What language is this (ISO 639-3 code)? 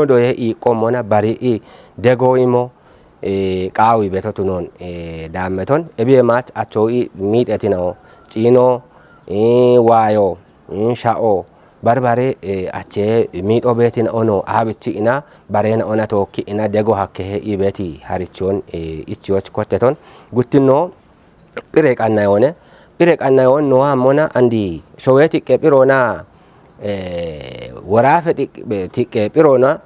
kbr